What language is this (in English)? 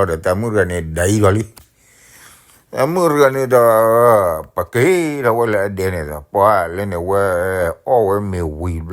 S'gaw Karen